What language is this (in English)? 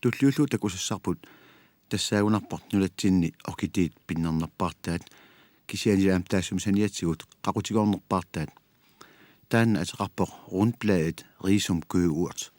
Kalaallisut